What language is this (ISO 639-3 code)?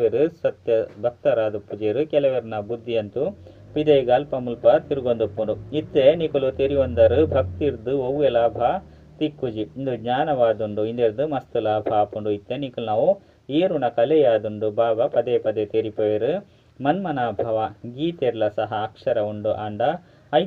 tcy